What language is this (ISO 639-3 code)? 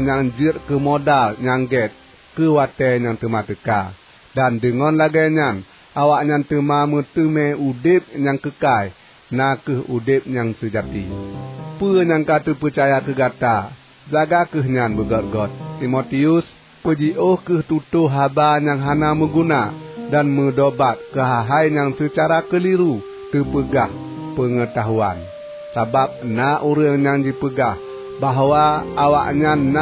ace